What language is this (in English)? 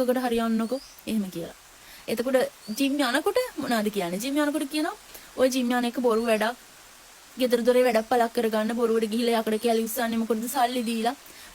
Sinhala